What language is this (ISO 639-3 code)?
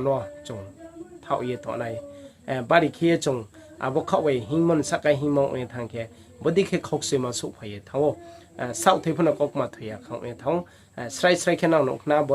ria